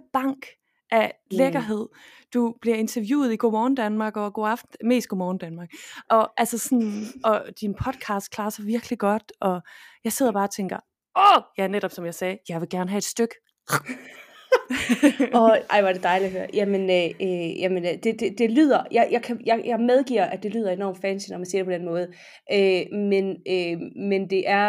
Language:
Danish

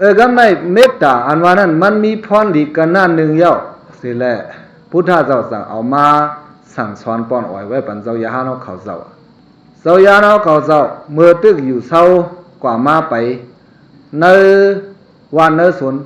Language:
Shan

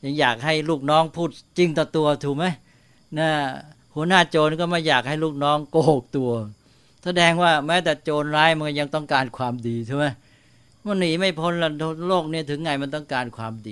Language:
Thai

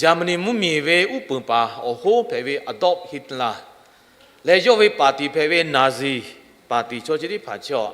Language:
Lahu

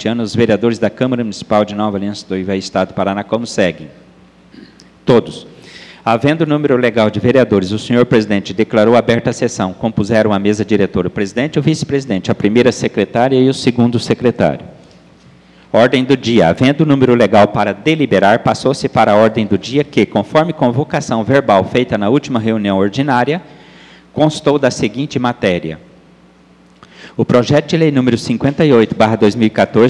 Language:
Portuguese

